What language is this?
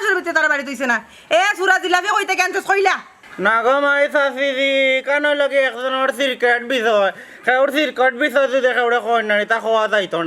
Sylheti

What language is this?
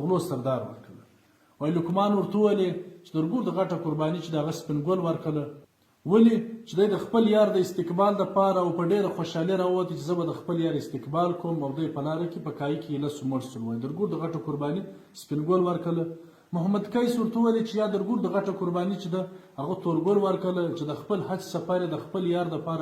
Pashto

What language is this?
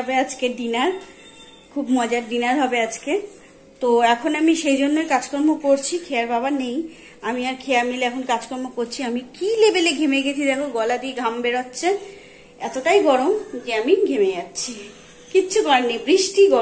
Bangla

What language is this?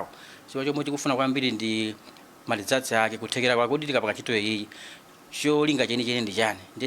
Nyanja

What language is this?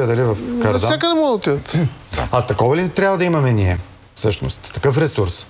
Bulgarian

